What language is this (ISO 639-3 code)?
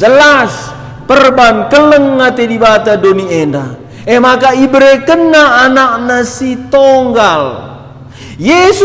btx